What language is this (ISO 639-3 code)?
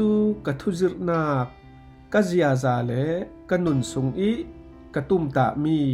cfm